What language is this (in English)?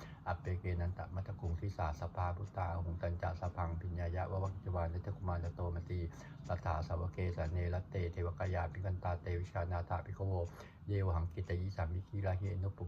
Pali